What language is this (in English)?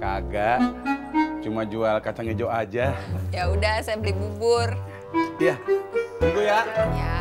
Betawi